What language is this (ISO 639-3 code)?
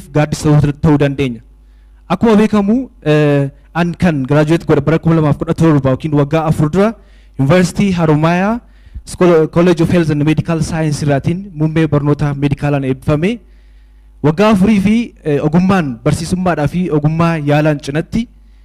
orm